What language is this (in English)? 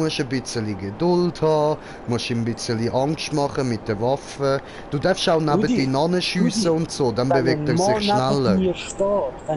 Swiss German